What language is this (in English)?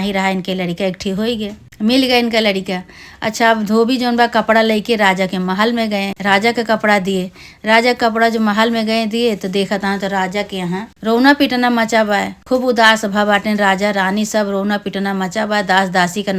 Awadhi